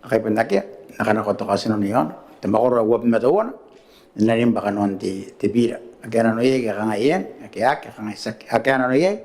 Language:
Gilbertese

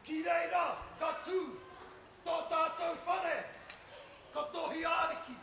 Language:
Māori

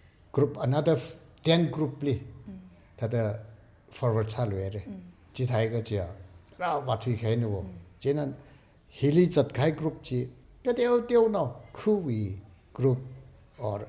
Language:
Tangkhul Naga (India)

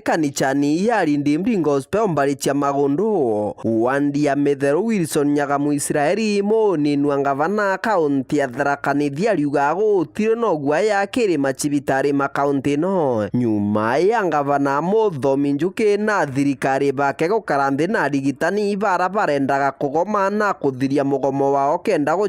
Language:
Meru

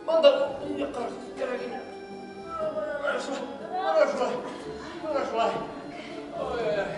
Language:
Bashkir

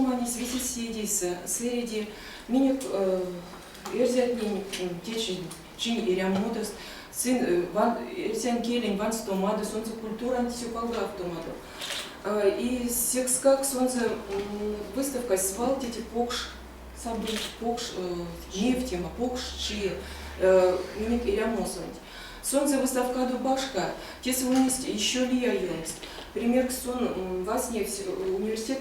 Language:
Erzya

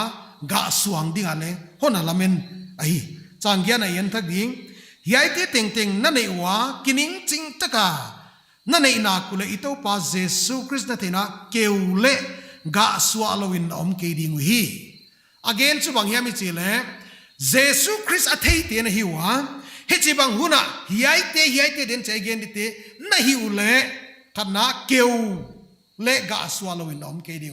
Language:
Paite Chin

